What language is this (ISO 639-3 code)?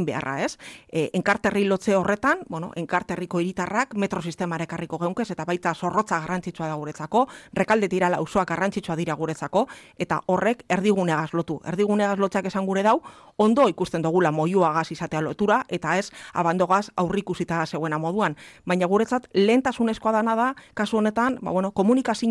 eus